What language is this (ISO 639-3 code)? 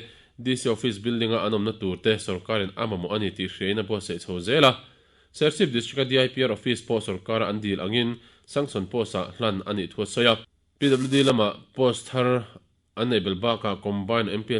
lus